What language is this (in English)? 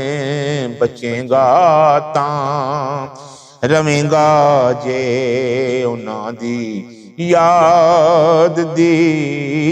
Western Panjabi